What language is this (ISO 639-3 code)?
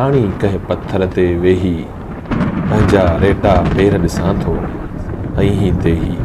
snd